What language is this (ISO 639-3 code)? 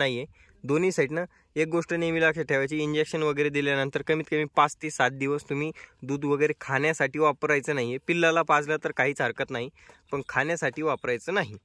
mar